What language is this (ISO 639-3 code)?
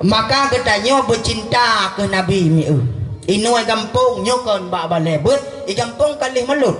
ace